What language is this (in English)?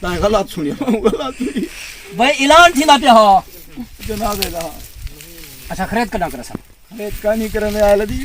Saraiki